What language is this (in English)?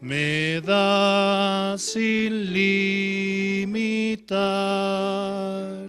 Aymara